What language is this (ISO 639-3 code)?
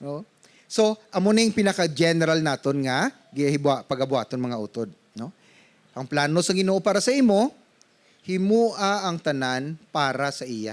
hil